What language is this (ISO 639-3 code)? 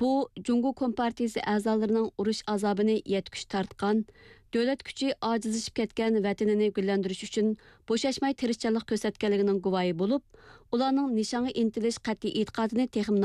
uig